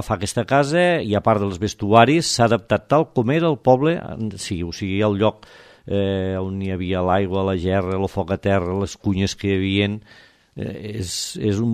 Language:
Catalan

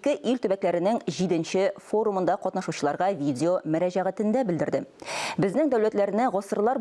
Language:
Tatar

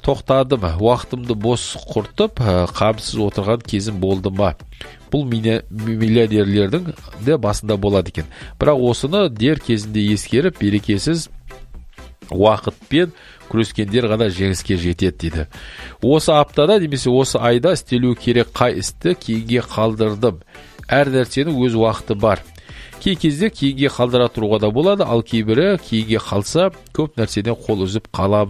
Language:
Kazakh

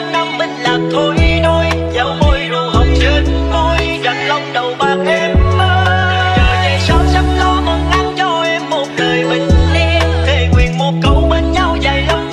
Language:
Vietnamese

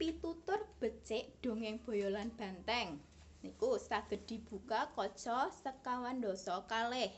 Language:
Javanese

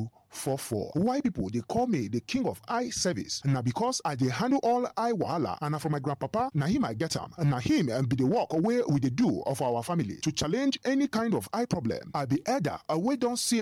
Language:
Nigerian Pidgin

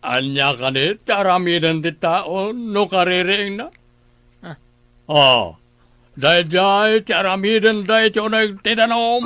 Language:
Iloko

